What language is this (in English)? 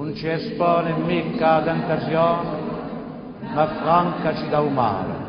Corsican